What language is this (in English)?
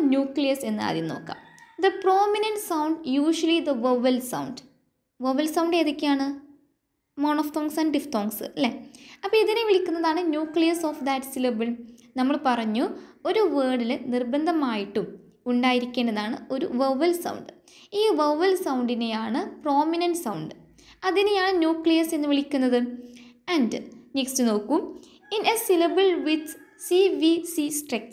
Malayalam